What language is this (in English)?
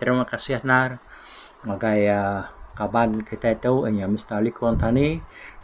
Iban